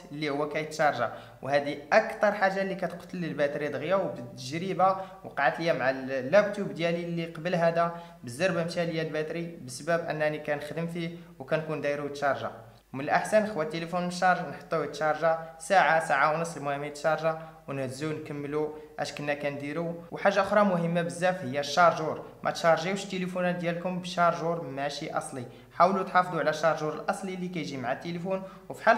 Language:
Moroccan Arabic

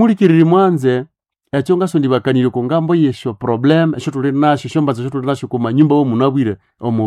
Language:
Nande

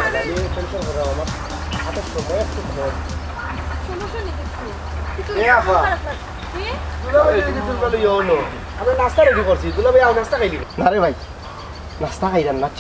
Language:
Sylheti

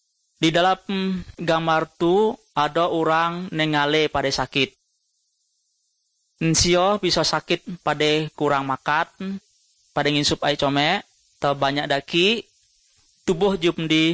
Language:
Indonesian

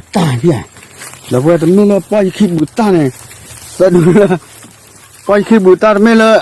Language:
S'gaw Karen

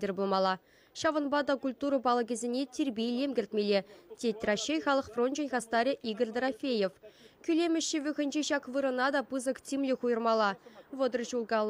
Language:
Chuvash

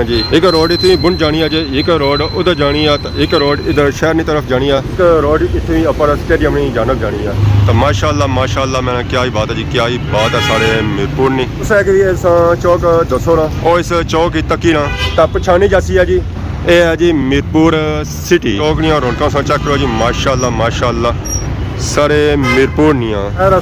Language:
Pahari-Potwari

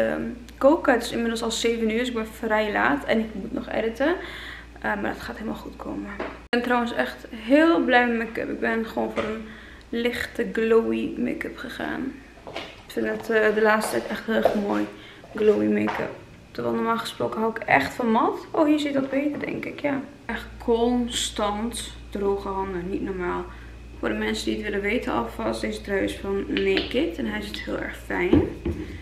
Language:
Dutch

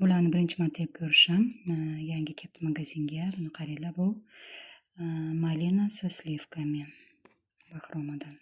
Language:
Uzbek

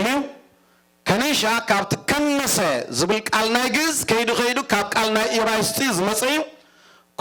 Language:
Tigrinya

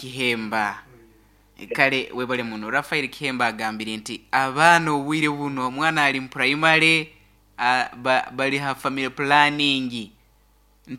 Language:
Nyoro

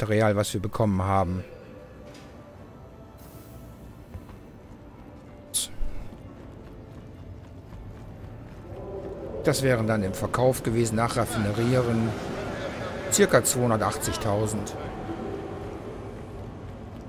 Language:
German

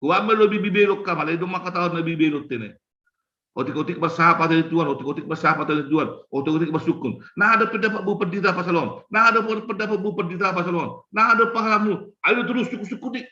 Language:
Batak Simalungun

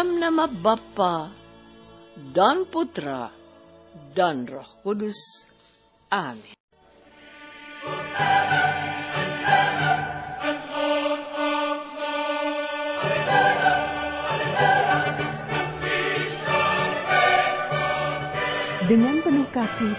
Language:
Indonesian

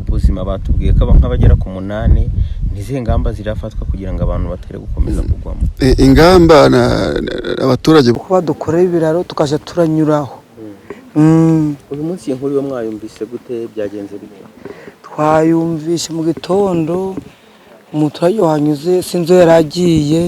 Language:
Kinyarwanda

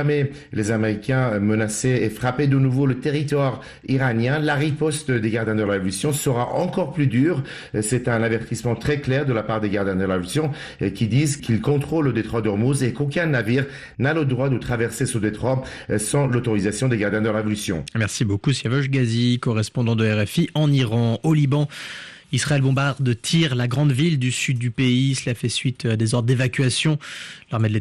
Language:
French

